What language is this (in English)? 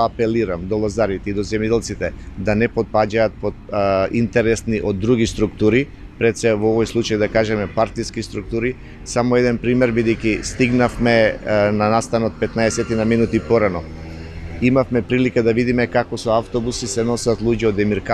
Macedonian